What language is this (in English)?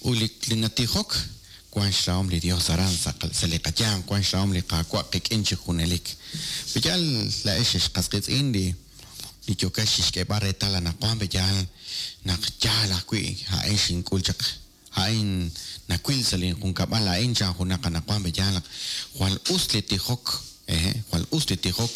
Kekchí